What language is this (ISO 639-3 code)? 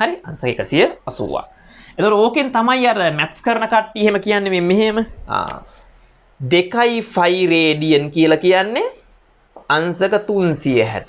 sin